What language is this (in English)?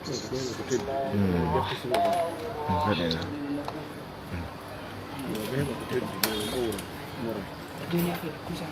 Pular